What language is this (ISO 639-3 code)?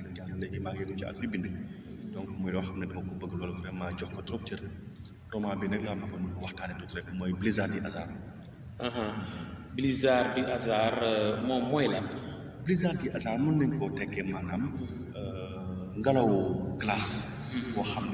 wol